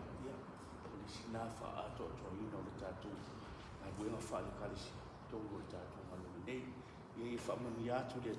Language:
Samoan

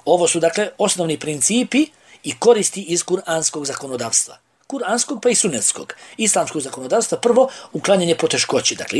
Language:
Bosnian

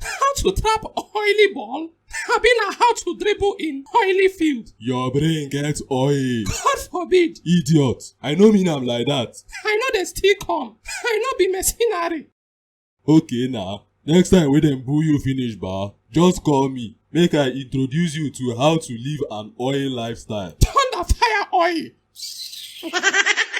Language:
Nigerian Pidgin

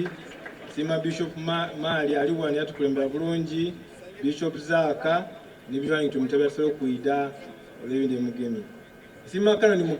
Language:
Soga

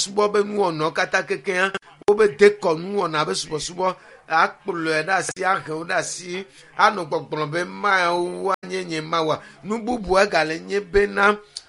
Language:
Ewe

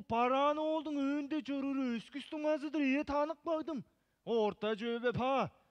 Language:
Tuvinian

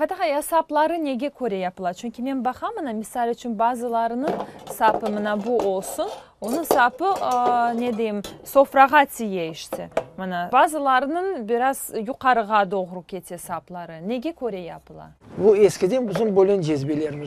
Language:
Crimean Tatar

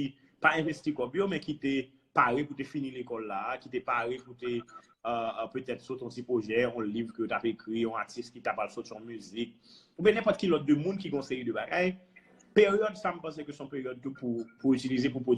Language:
Haitian Creole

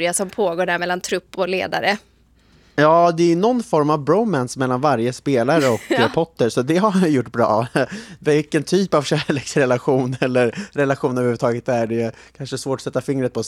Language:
Swedish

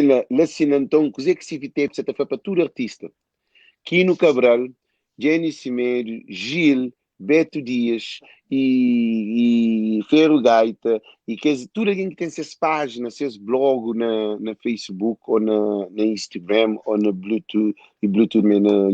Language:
Kabuverdianu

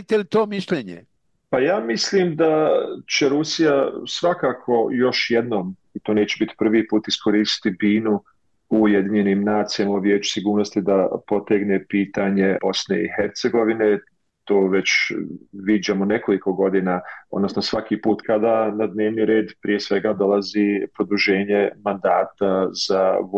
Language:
Bosnian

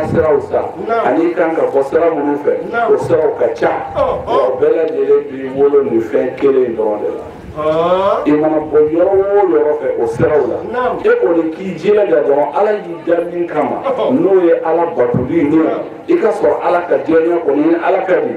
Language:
Bambara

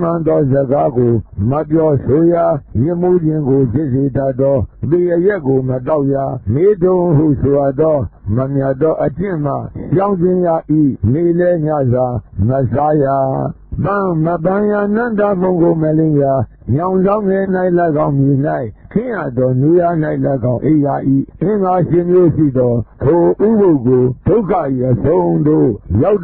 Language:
Burmese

